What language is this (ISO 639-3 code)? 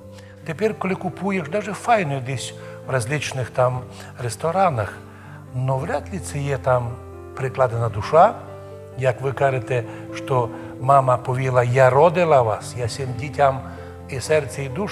rue